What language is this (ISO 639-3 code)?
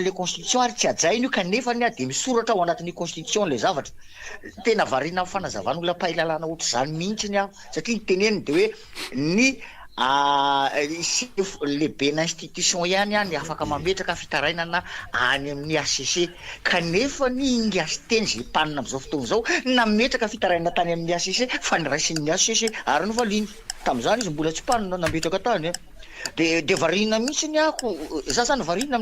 mlg